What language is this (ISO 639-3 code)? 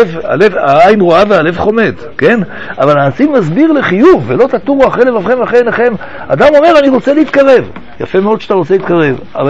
heb